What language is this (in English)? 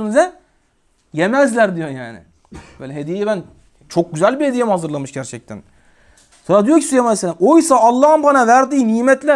Turkish